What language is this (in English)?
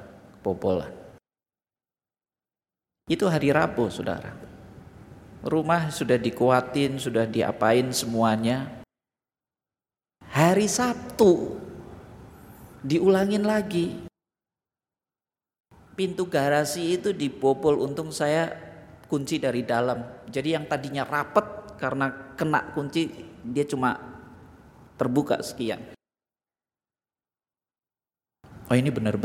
Indonesian